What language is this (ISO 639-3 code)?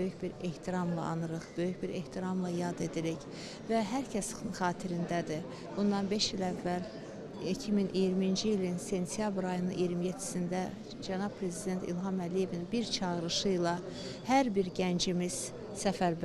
aze